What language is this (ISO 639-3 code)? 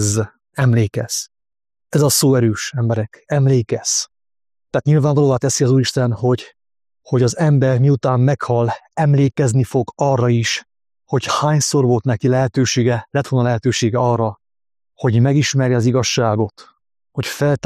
hun